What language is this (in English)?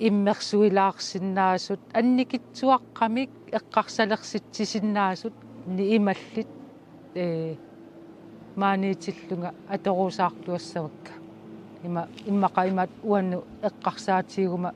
Kalaallisut